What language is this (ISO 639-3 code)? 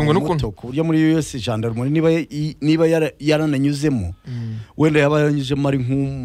kin